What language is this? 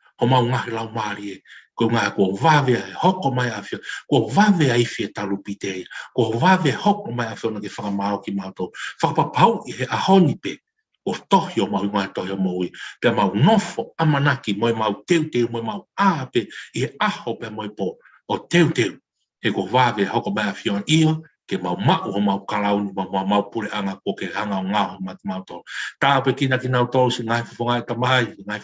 Tongan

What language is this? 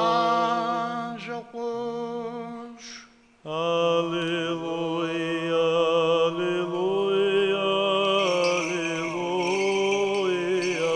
Abkhazian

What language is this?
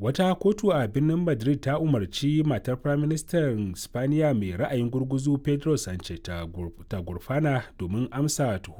Hausa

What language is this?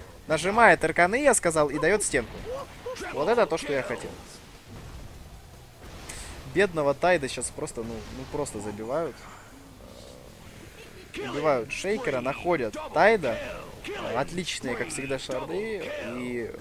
Russian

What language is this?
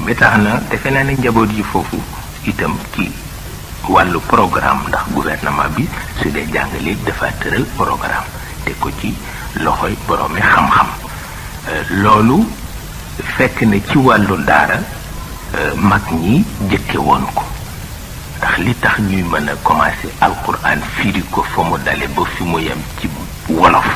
Wolof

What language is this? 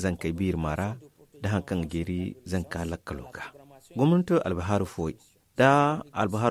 Zarma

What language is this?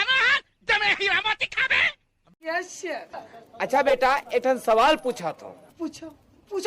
Chhattisgarhi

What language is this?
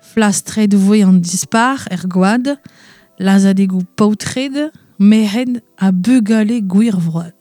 Breton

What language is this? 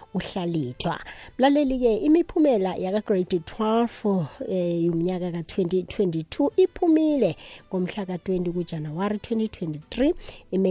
South Ndebele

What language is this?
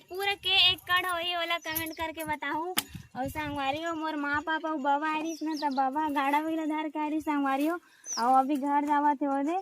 Chhattisgarhi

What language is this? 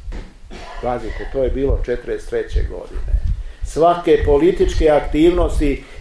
Serbian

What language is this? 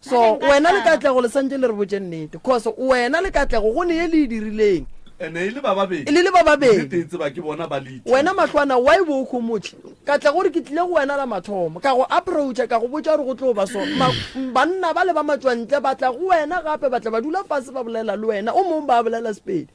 Northern Sotho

